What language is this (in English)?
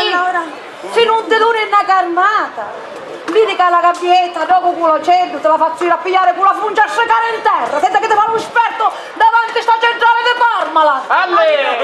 Sicilian